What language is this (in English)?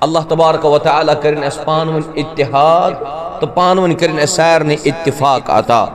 Kashmiri